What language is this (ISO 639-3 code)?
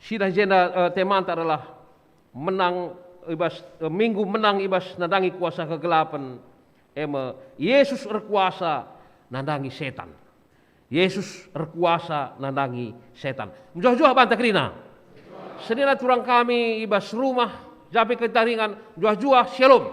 btx